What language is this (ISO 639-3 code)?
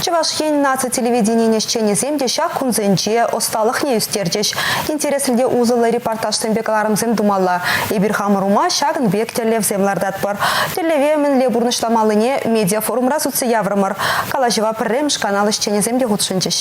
chv